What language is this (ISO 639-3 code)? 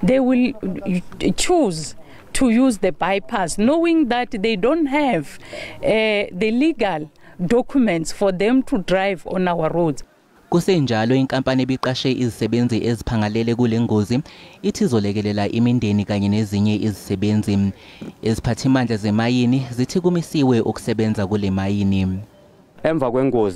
zul